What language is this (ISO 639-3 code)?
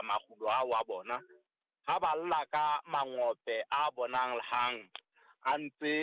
sot